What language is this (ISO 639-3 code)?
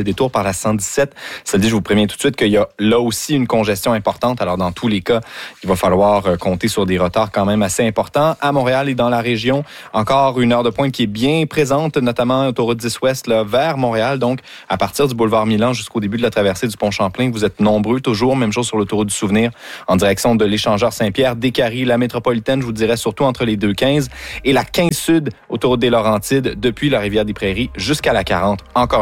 fra